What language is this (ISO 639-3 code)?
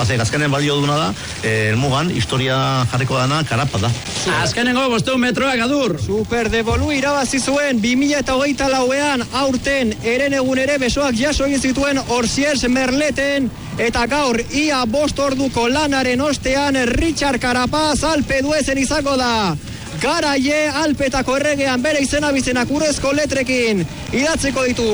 eus